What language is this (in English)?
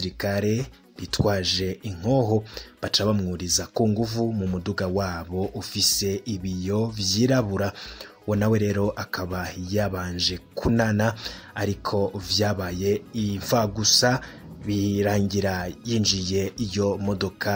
Rundi